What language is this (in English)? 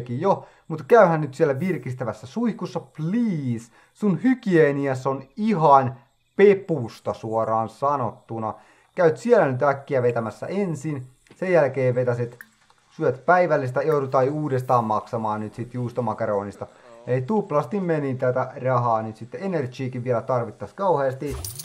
Finnish